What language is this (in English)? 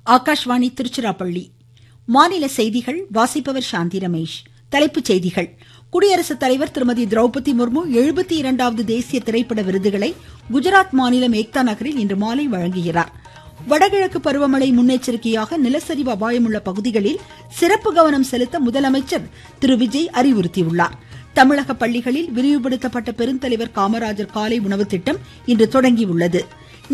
Tamil